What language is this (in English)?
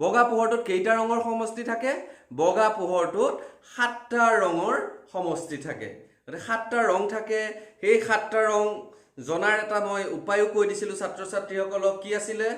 Assamese